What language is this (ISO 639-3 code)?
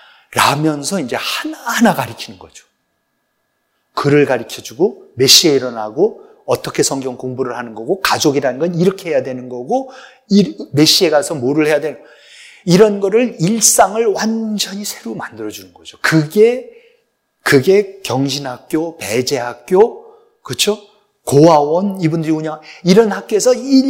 kor